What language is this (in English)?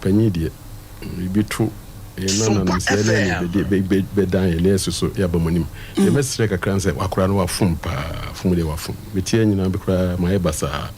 Akan